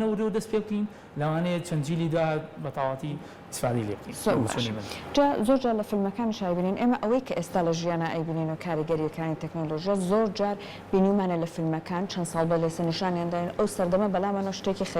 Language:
Central Kurdish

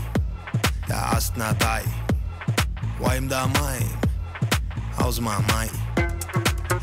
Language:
Kazakh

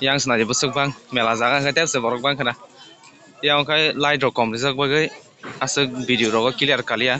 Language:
Kok Borok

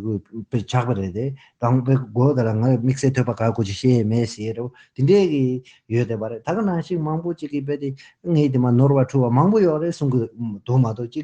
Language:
Tibetan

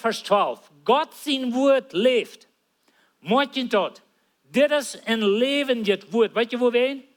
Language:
Plautdietsch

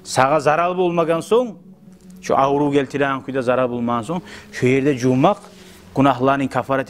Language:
Kumyk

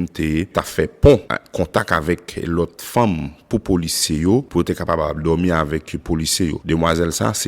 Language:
Haitian Creole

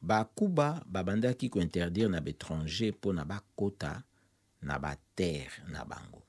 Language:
Lingala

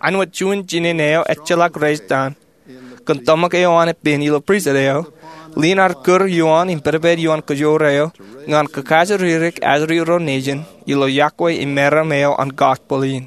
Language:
Marshallese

